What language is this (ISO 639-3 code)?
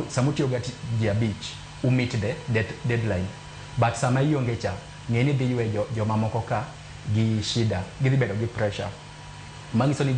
luo